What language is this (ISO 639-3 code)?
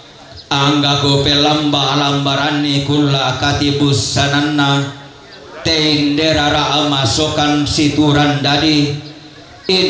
sda